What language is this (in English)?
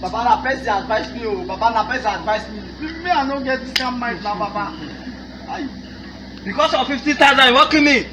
Nigerian Pidgin